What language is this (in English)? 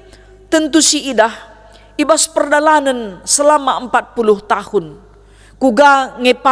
Batak Karo